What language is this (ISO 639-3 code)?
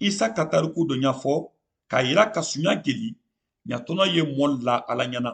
man